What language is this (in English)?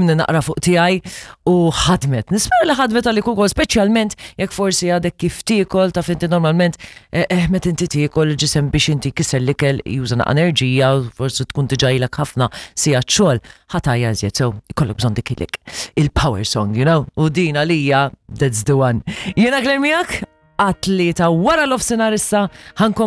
Maltese